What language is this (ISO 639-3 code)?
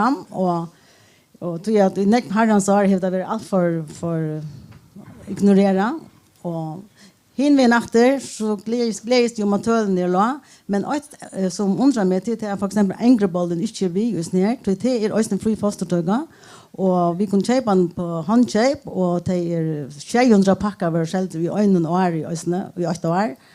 fao